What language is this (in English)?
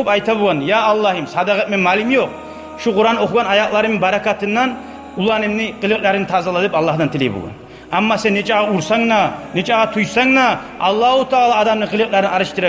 Kumyk